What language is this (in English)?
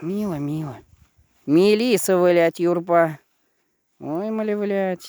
Chuvash